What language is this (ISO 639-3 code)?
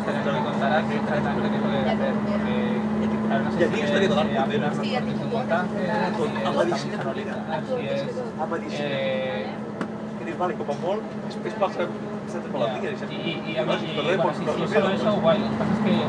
cat